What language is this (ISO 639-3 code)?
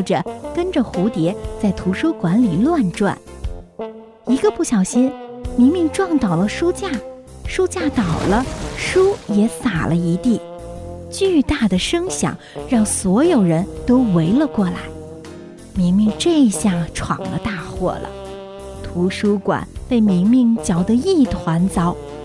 zho